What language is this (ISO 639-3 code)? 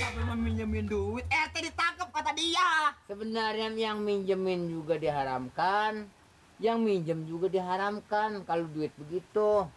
bew